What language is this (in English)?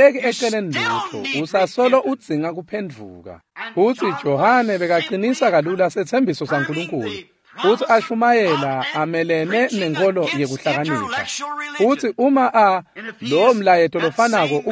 Swati